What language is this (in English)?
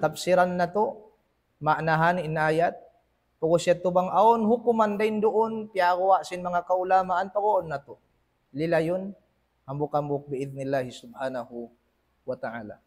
Tausug